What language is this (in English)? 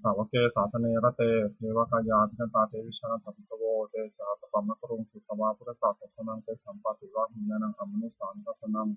Pali